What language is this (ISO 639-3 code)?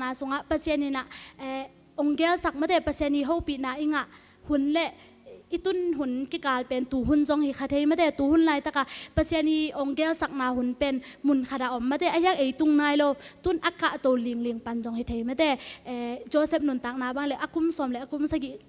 ctd